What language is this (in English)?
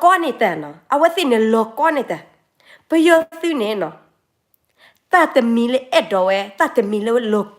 S'gaw Karen